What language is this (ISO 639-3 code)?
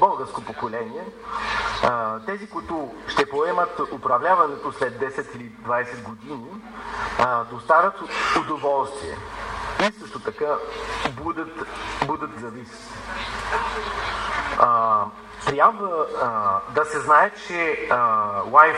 bul